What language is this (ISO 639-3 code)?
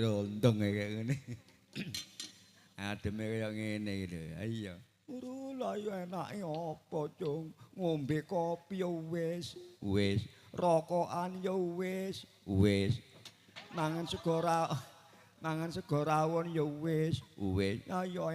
jav